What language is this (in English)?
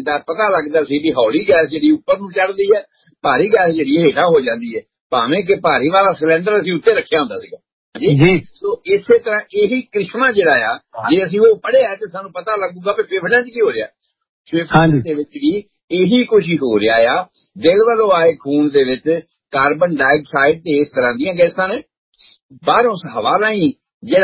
Punjabi